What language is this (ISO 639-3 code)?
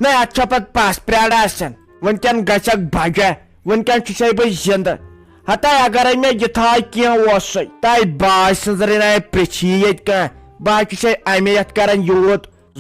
kas